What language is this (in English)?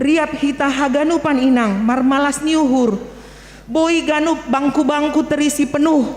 Batak Simalungun